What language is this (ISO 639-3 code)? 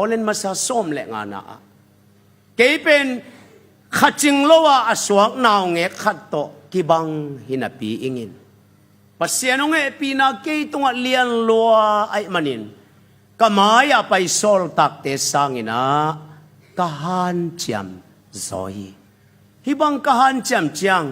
ctd